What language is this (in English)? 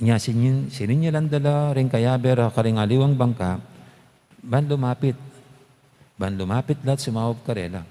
Pampanga